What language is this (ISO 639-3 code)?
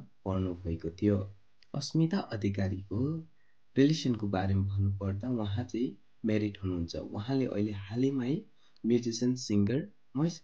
nep